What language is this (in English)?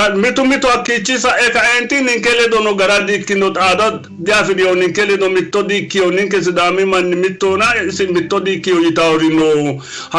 Sidamo